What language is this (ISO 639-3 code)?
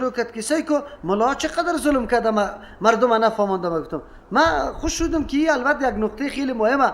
fas